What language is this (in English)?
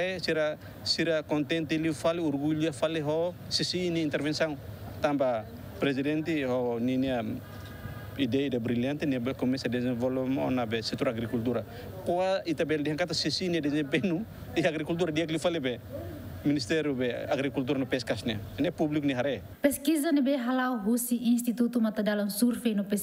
Tetum